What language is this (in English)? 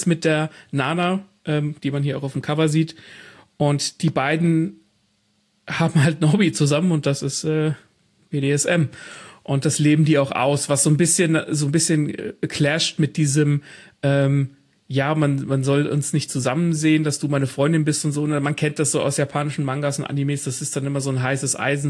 German